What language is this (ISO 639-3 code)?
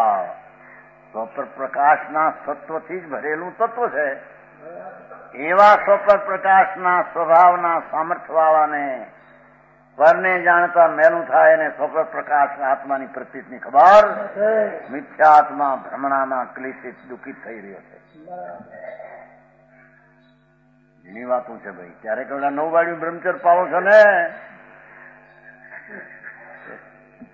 guj